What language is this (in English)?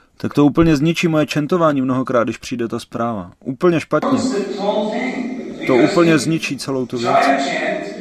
Czech